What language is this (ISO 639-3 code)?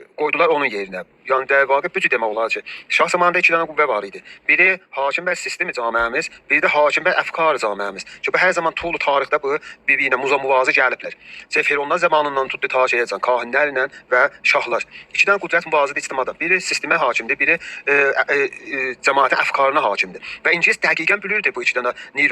azb